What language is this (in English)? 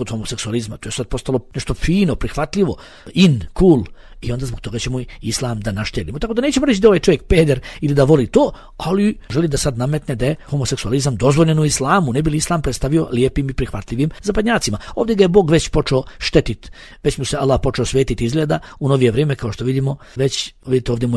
Bosnian